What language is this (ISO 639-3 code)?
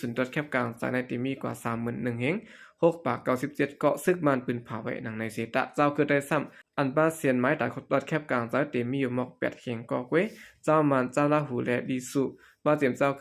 shn